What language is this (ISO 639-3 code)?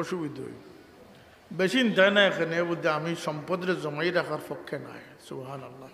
syl